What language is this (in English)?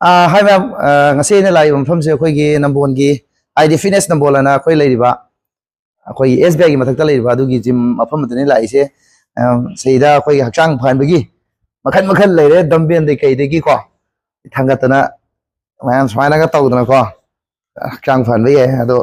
Manipuri